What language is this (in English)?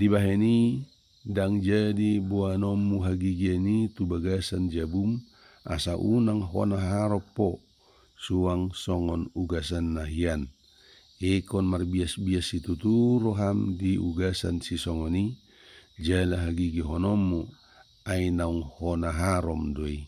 Batak Toba